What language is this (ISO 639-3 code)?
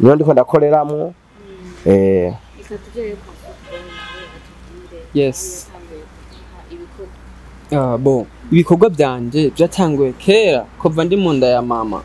run